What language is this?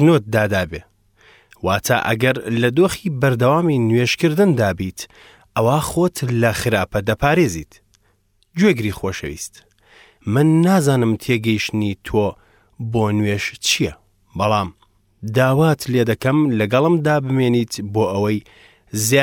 Central Kurdish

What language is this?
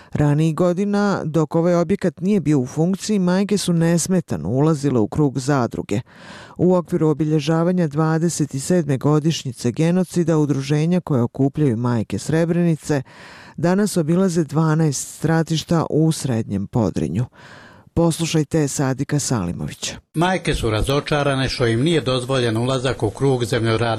Bosnian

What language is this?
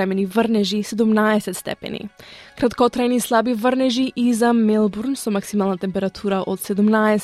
Macedonian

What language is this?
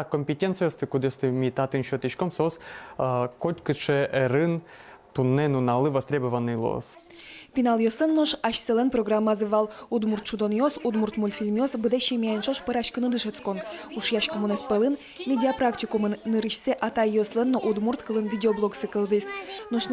Udmurt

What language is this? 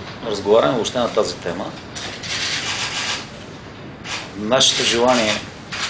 Bulgarian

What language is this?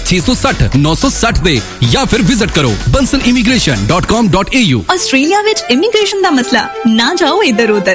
Punjabi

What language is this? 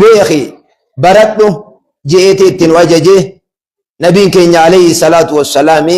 Oromo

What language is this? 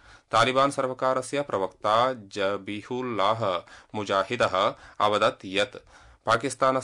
Sanskrit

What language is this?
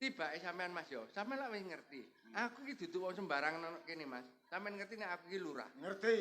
Javanese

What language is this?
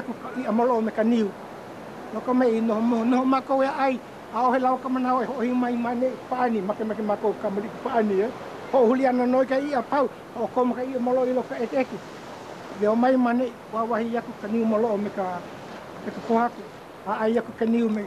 Hawaiian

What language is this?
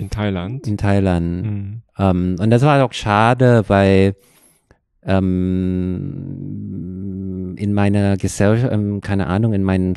German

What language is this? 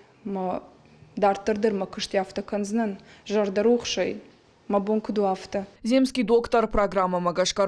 Ossetic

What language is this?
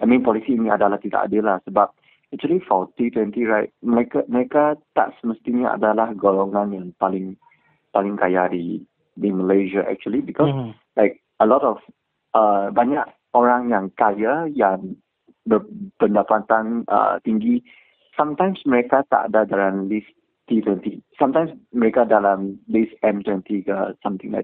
Malay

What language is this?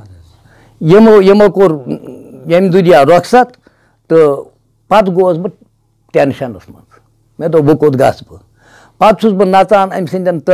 Kashmiri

